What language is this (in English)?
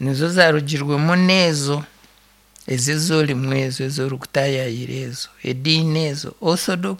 Nyankole